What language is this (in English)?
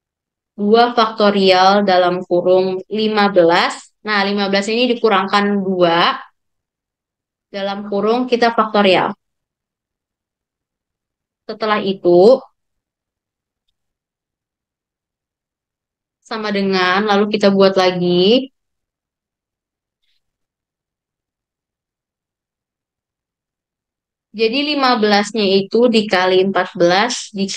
Indonesian